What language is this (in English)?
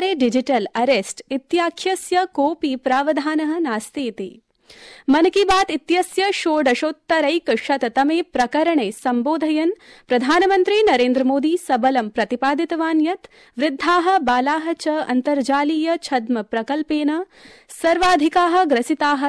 Sanskrit